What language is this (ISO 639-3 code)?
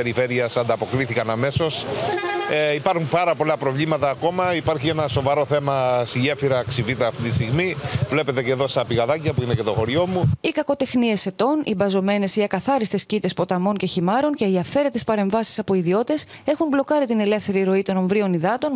ell